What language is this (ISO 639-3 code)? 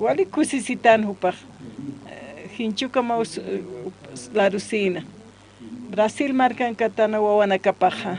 aym